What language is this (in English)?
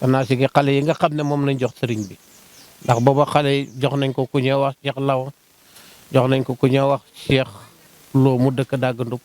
Wolof